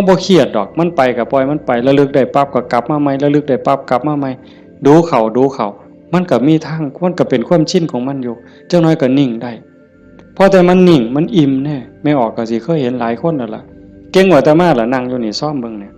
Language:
Northeastern Thai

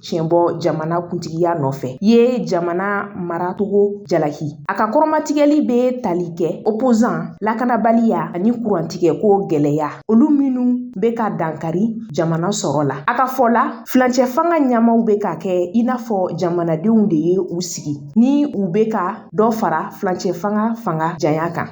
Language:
Bambara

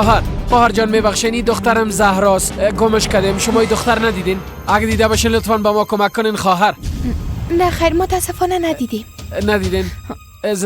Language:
Persian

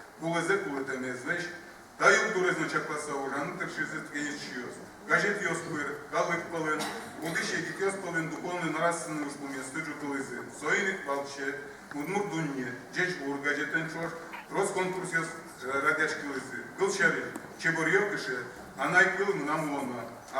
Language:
Udmurt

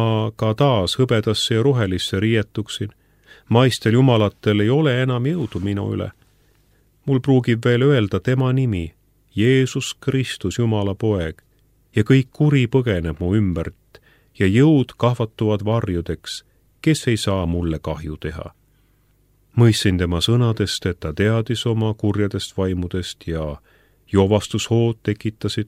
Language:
Estonian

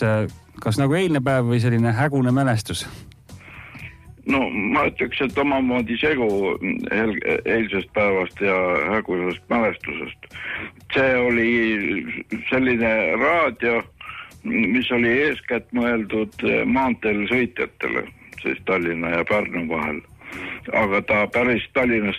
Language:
Estonian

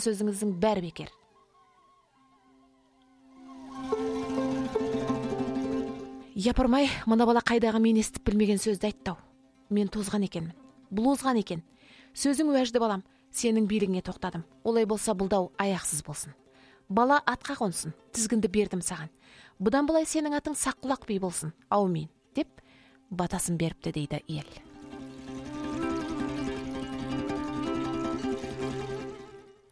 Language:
Kazakh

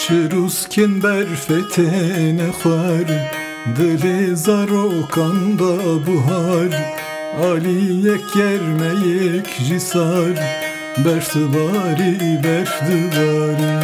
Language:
Kurdish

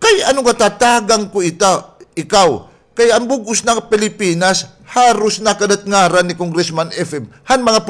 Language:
Waray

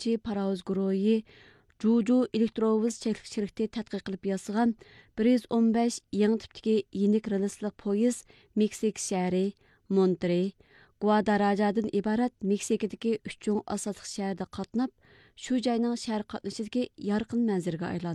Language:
Uyghur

